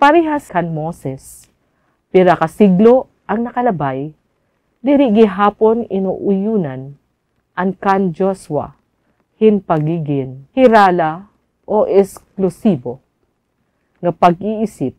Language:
Waray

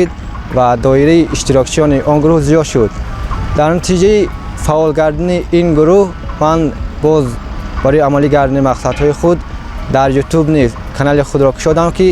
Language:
Tajik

